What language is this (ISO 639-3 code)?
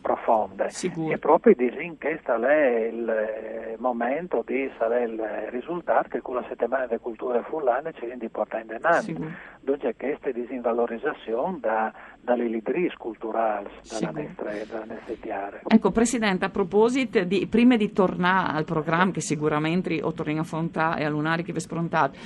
fur